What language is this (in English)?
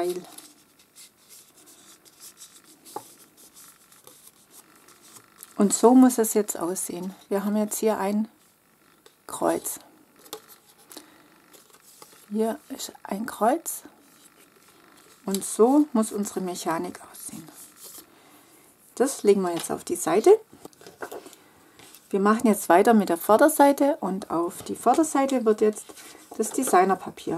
German